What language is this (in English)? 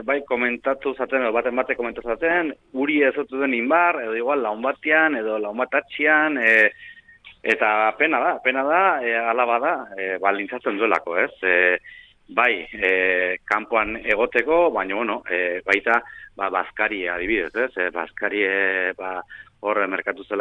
Basque